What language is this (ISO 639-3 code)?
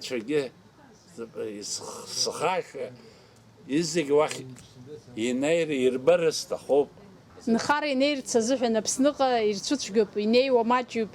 abk